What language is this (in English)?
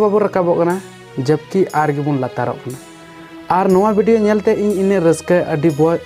Santali